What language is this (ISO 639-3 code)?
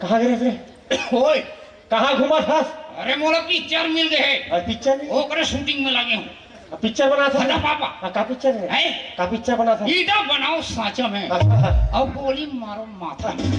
hne